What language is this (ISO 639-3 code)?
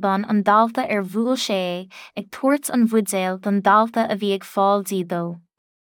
gle